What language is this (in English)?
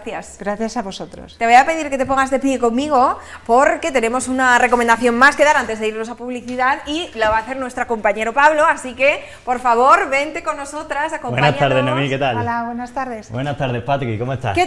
Spanish